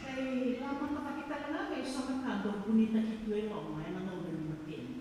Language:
Fijian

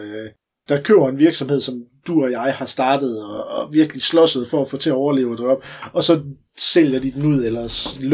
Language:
Danish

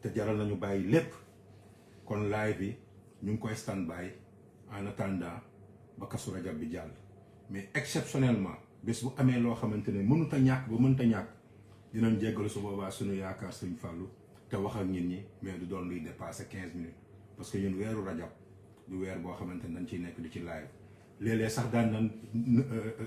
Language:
Wolof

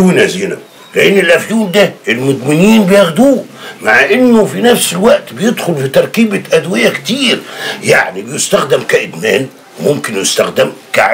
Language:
Egyptian Arabic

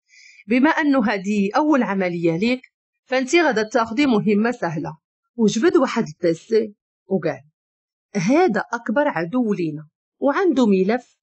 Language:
Moroccan Arabic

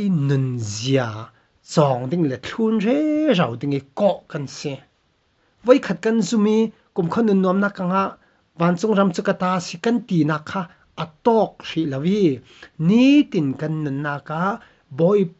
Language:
Falam Chin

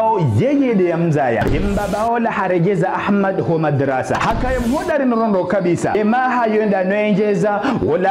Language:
Ngazidja Comorian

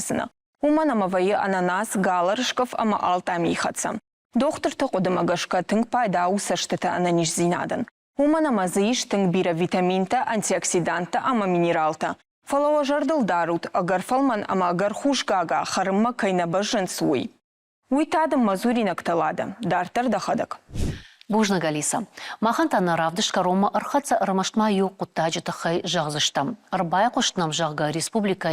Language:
Ossetic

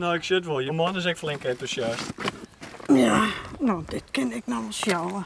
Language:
Western Frisian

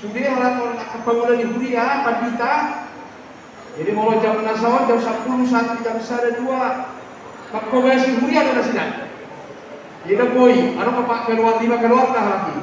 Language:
Batak Toba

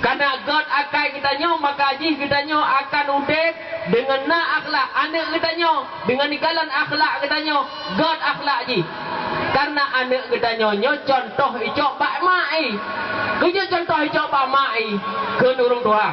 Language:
Achinese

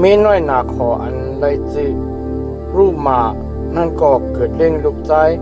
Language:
Shan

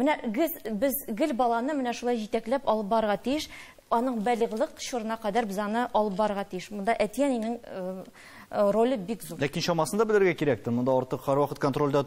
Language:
Tatar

